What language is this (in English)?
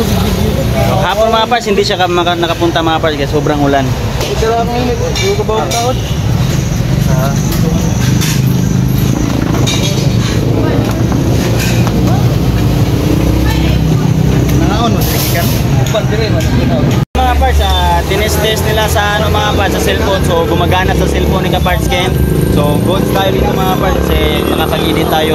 Filipino